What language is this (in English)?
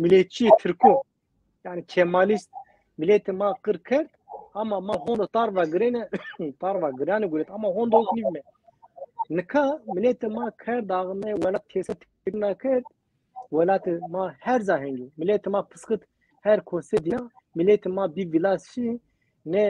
Zaza